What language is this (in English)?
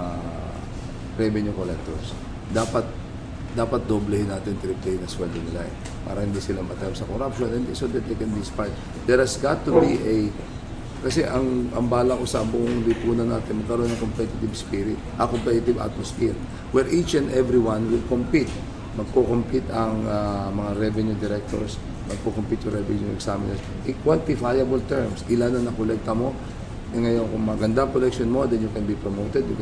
Filipino